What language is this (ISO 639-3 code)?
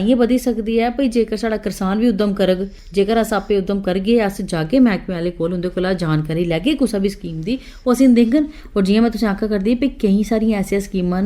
doi